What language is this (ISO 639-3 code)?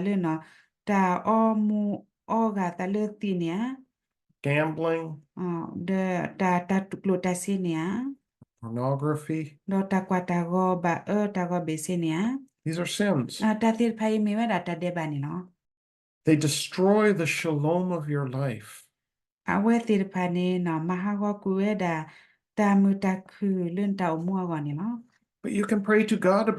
ksw